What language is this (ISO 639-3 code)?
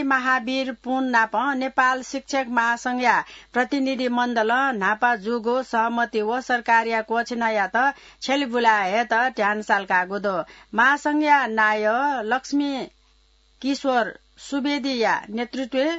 new